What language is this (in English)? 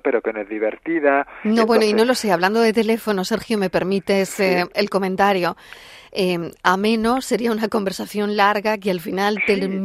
Spanish